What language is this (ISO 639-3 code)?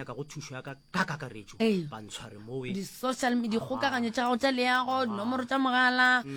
nso